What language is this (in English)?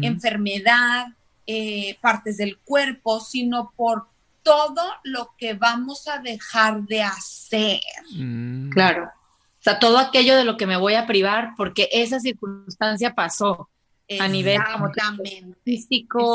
Spanish